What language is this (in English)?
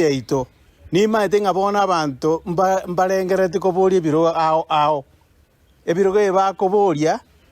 Gusii